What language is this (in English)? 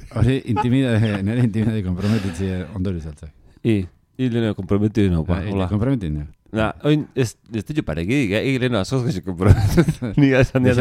Basque